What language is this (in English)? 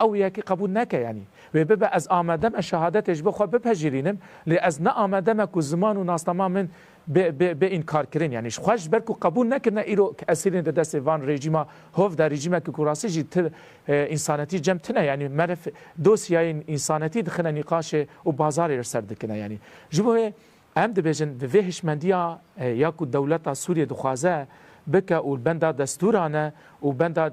Kurdish